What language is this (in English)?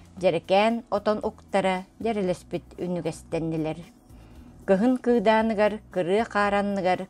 Yakut